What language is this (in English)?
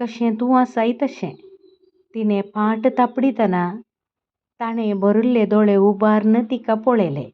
Konkani